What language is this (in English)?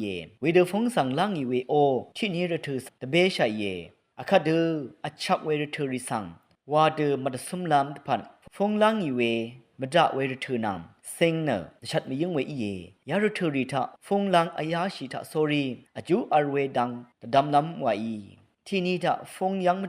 Rawang